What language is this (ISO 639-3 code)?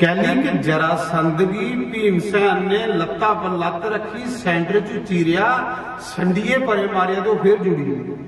doi